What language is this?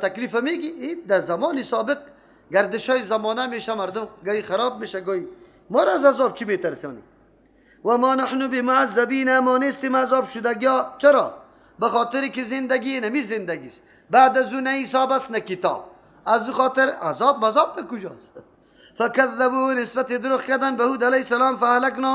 Persian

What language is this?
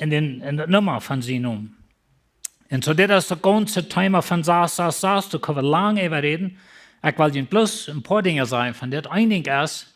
Plautdietsch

